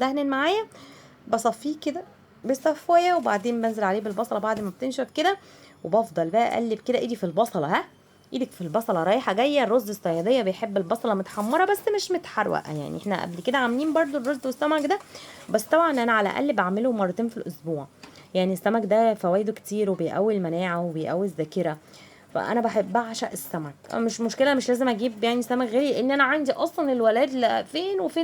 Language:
Egyptian Arabic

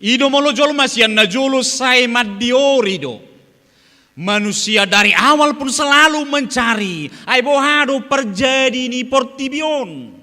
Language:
Batak Toba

